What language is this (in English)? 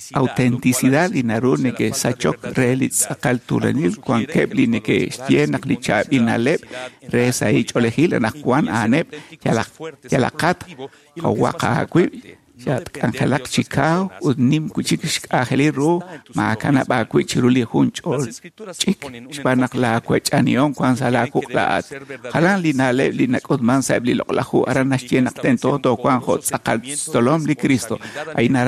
Kekchí